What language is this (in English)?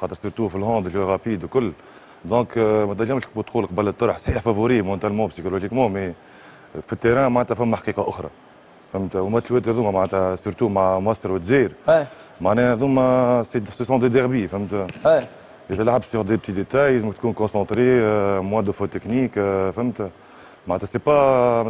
Tunisian Arabic